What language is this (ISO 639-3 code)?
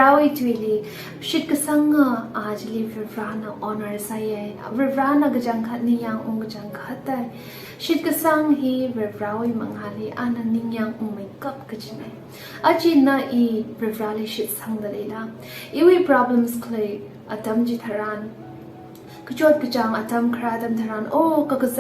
nmf